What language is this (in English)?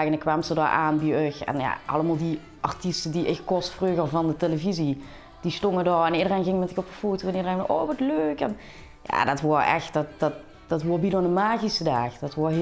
Limburgish